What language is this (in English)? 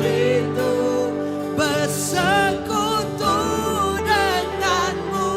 Iban